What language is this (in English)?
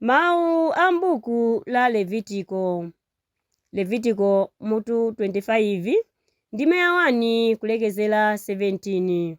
Nyanja